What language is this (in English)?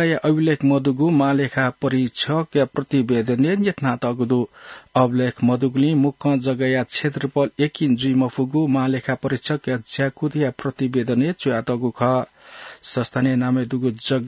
Newari